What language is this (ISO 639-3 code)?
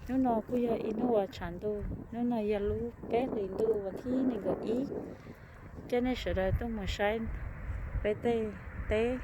hmn